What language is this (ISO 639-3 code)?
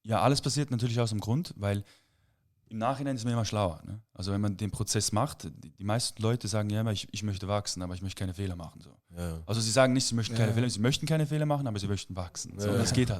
gsw